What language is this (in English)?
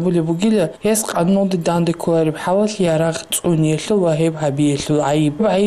Avaric